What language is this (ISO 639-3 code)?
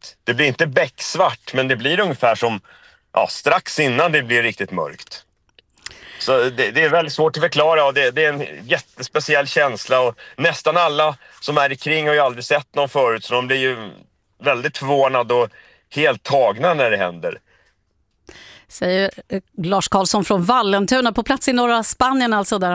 swe